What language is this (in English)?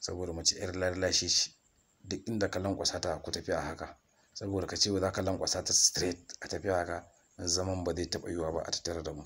Hausa